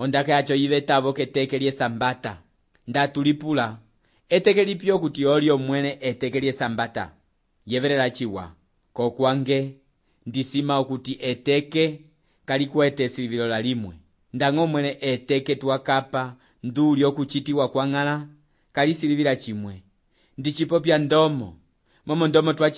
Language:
Umbundu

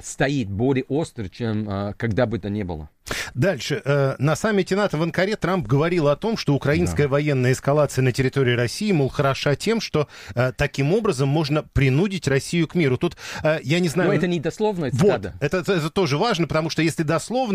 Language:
Russian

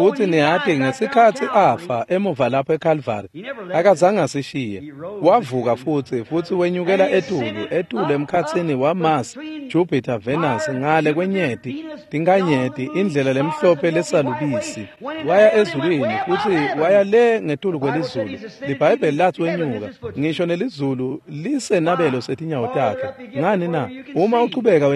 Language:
Swati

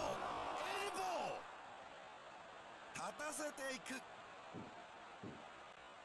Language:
Japanese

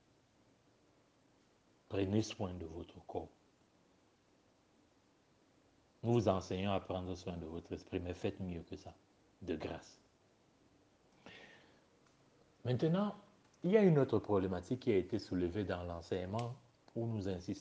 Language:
French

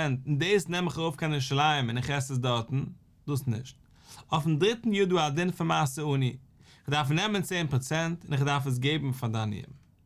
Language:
Yiddish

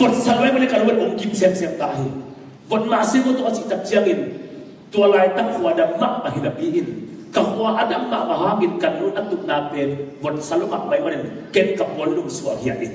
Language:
Tedim Chin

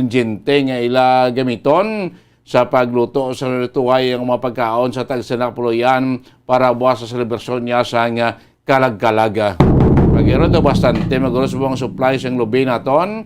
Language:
Hiligaynon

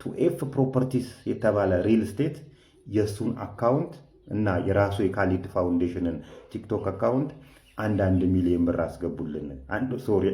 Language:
Amharic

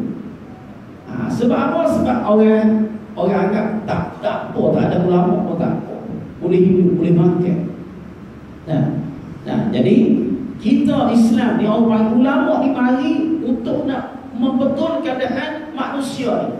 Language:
Malay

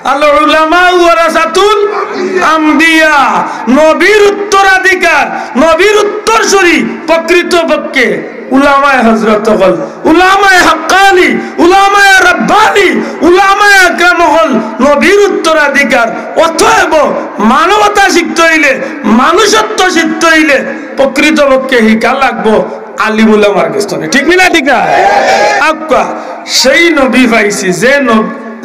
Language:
Sylheti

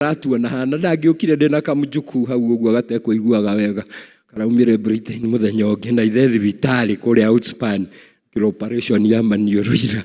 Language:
Kikuyu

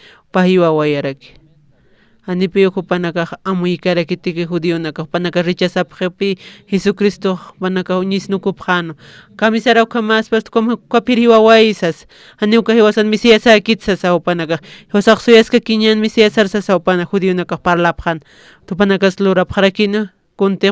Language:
Aymara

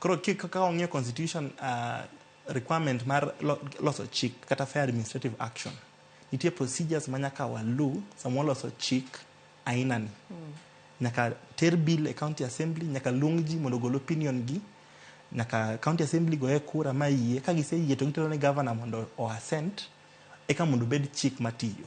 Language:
Luo (Kenya and Tanzania)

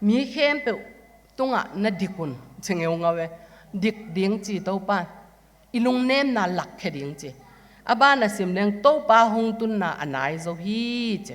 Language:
Tedim Chin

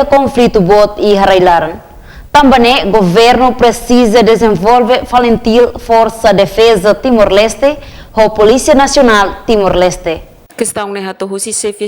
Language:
Tetum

